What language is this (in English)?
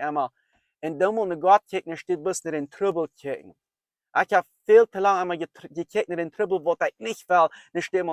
Plautdietsch